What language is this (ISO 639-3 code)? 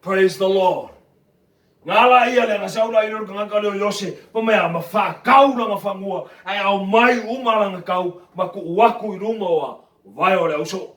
smo